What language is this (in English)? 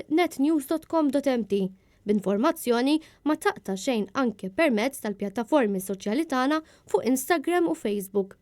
Maltese